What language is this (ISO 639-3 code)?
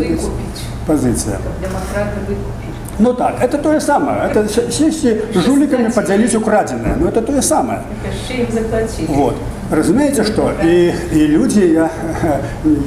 bel